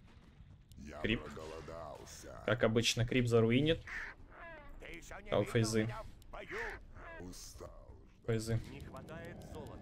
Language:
Russian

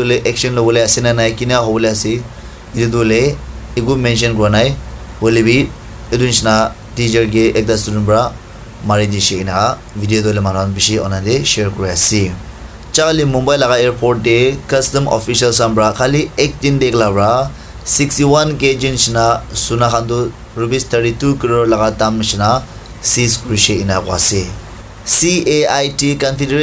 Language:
Naga Pidgin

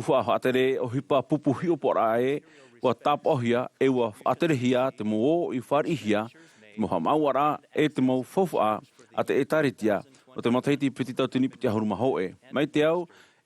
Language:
Tahitian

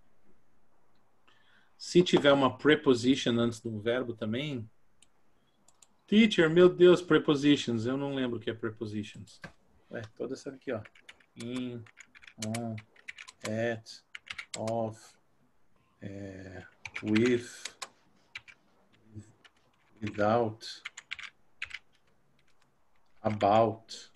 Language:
Portuguese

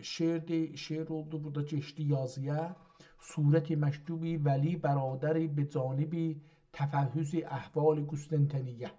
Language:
South Azerbaijani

